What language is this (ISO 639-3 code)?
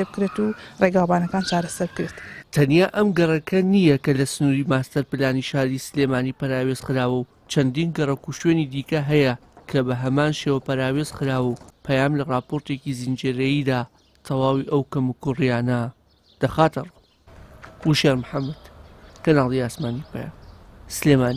ckb